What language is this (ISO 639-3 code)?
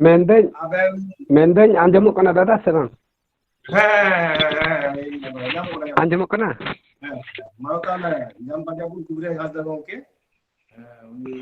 sat